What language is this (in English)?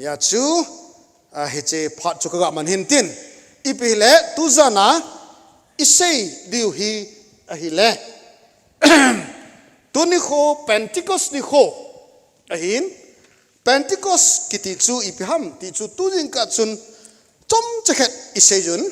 Thado Chin